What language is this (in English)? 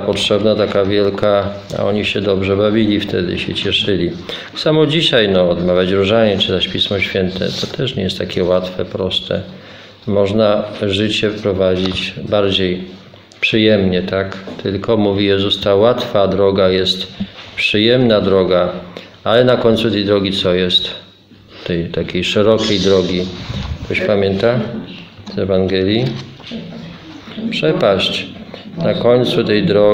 Polish